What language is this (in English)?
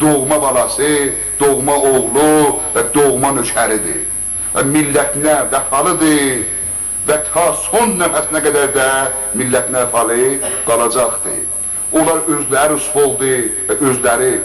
South Azerbaijani